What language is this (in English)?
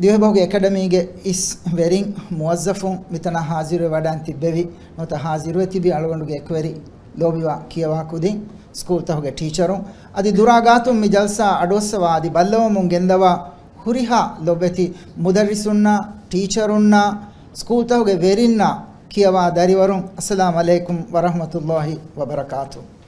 Divehi